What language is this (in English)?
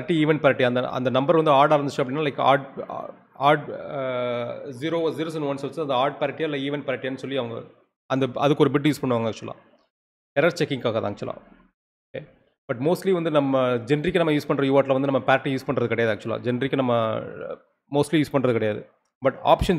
Tamil